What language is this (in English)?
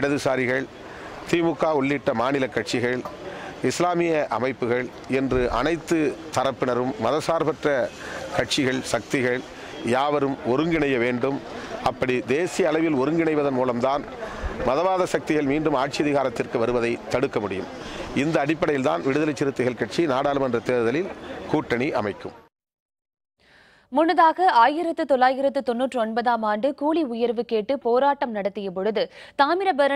Tamil